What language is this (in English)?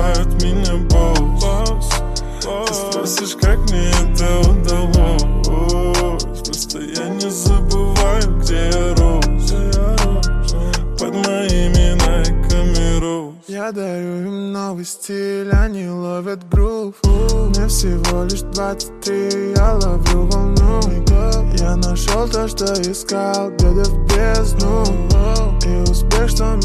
Russian